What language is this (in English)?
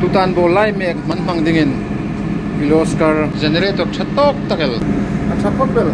Hmar